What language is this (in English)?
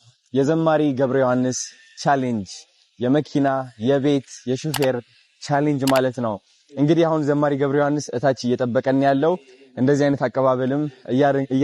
Amharic